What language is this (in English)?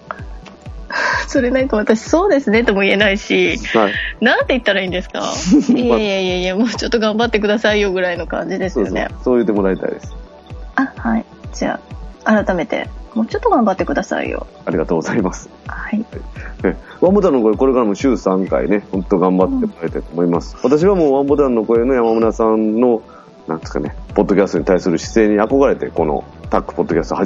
Japanese